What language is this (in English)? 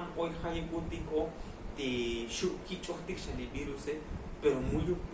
Tzotzil